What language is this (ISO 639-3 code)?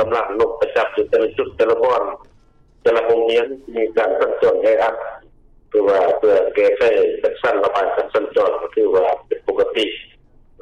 lao